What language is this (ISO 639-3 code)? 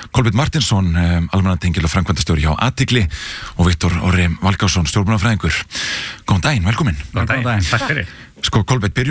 isl